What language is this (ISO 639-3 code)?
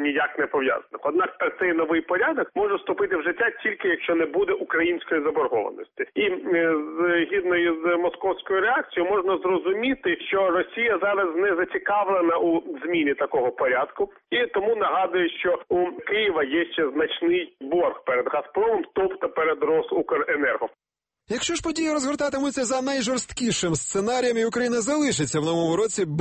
ukr